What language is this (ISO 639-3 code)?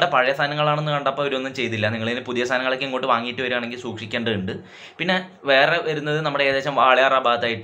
mal